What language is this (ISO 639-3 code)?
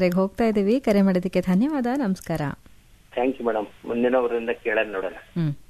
kan